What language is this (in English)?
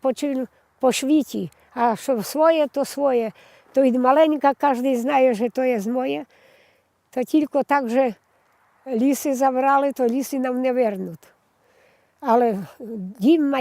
Rusyn